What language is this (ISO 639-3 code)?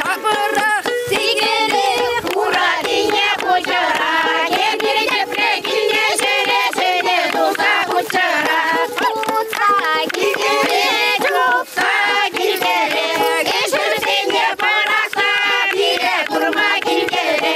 chv